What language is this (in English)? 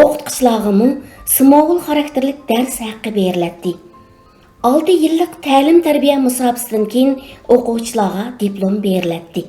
Uyghur